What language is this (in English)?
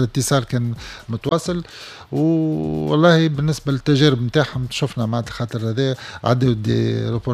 Tunisian Arabic